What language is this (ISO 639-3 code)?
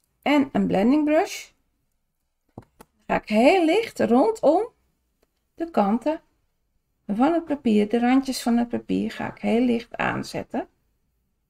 nld